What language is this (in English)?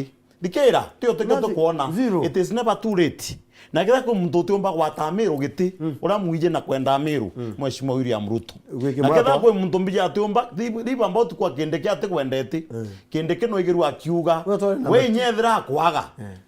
Meru